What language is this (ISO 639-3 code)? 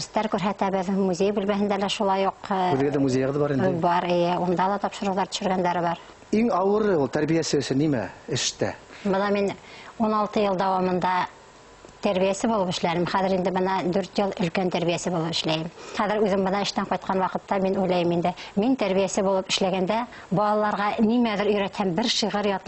bak